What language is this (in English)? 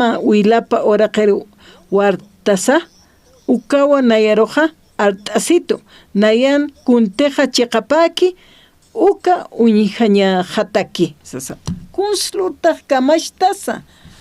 Aymara